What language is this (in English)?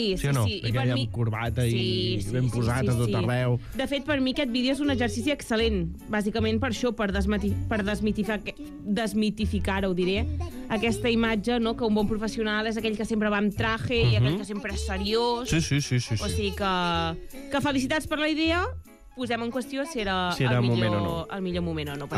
Catalan